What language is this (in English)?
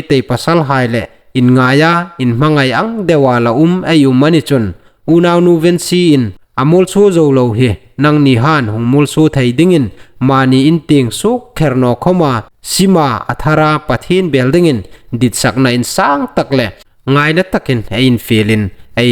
Hmar